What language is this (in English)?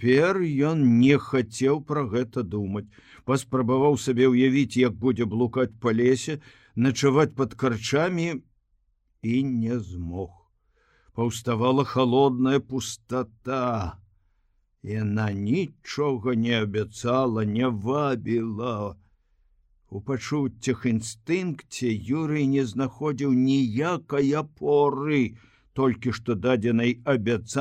Belarusian